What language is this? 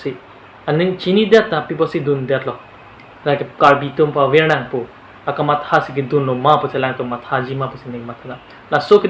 Karbi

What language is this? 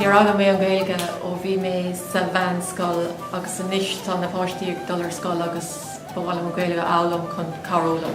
Irish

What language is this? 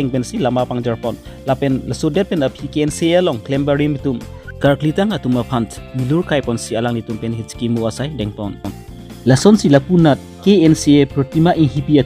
Karbi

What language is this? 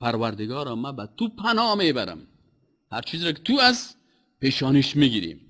Persian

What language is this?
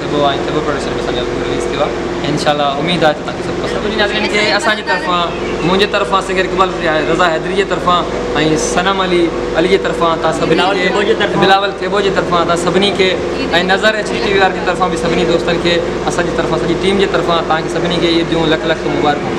Sindhi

